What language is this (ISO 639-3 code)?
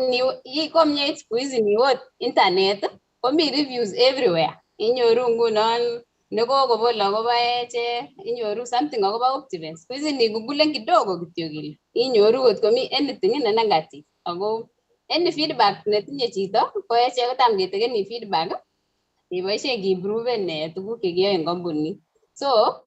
kln